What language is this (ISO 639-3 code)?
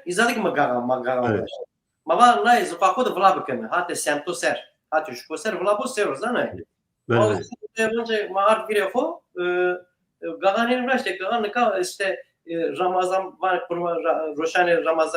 zza